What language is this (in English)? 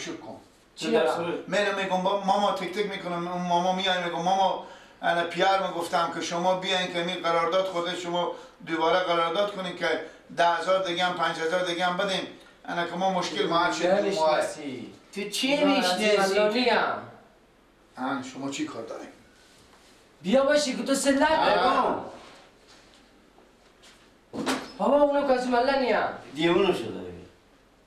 Persian